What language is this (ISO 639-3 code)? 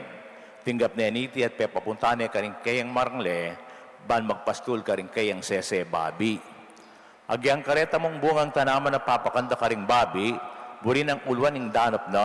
pam